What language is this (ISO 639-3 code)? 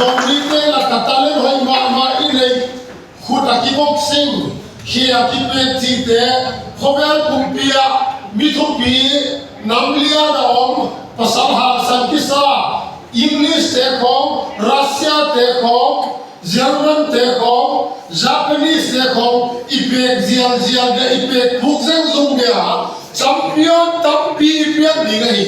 ctd